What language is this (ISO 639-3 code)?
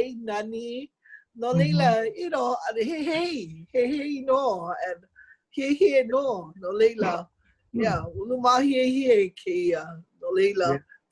haw